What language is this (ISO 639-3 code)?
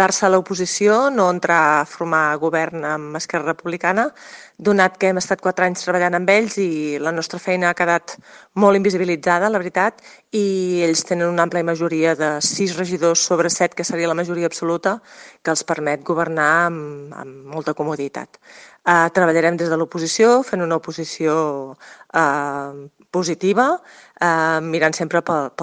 cat